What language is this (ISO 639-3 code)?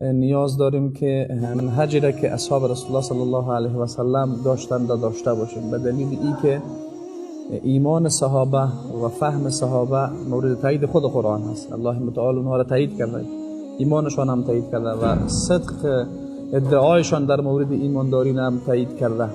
fas